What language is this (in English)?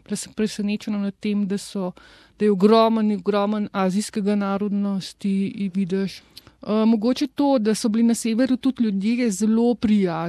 Slovenian